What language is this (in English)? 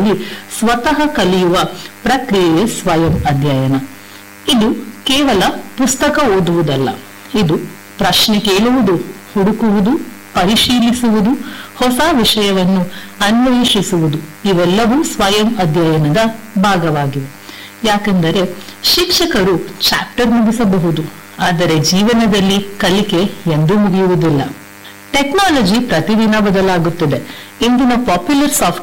Kannada